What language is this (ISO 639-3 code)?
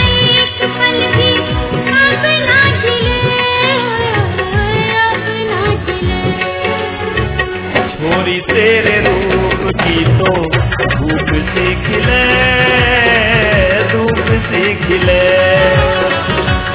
hin